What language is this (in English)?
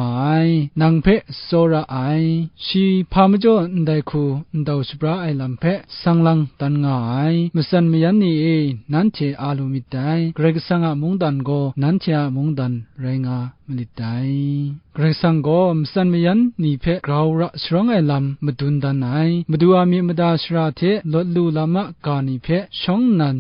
Kachin